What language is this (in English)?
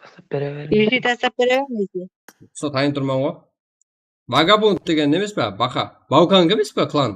Kara-Kalpak